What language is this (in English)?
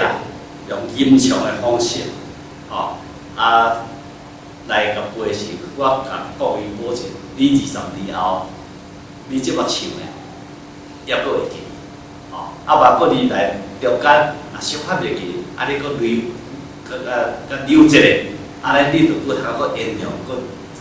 Min Nan Chinese